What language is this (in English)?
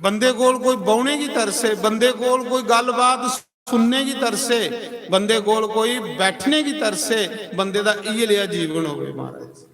Dogri